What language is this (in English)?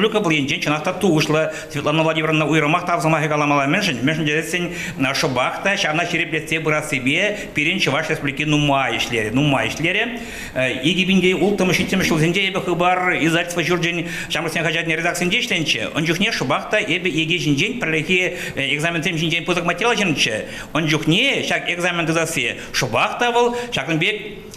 Chuvash